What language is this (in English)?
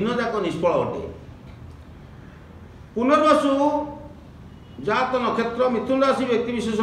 Odia